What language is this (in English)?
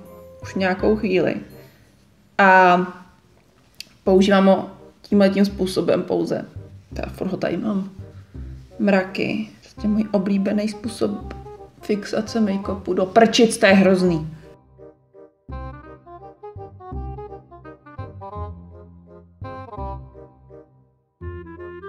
Czech